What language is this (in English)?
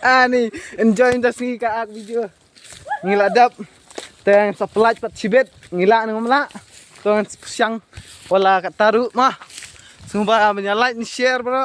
Khasi